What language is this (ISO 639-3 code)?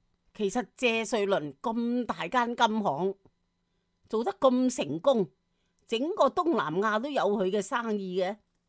yue